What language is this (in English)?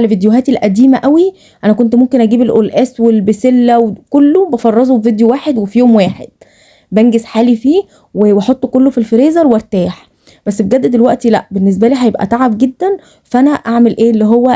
Egyptian Arabic